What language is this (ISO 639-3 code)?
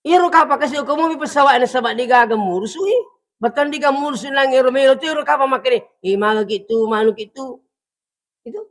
bug